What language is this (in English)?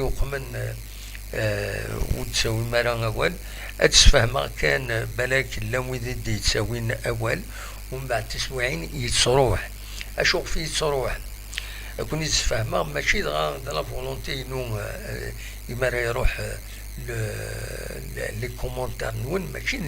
Kabyle